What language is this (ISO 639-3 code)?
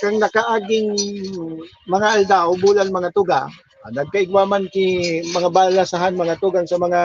bik